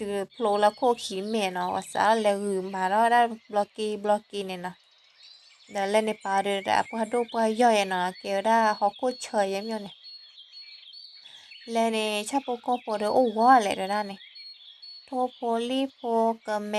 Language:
S'gaw Karen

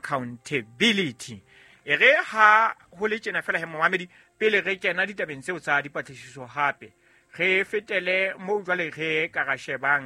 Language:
Southern Sotho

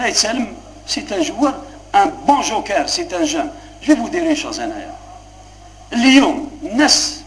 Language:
Algerian Arabic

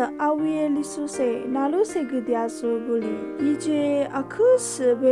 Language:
Lisu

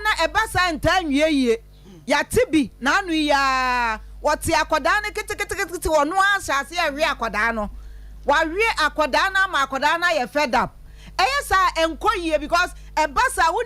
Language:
Akan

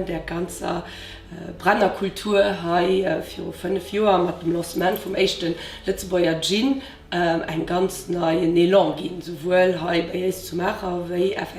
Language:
Luxembourgish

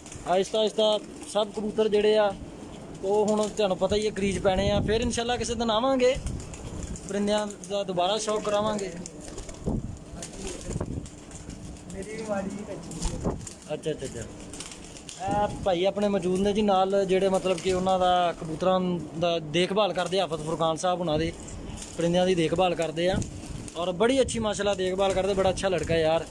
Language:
Punjabi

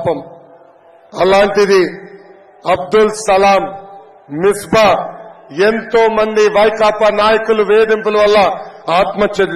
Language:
Telugu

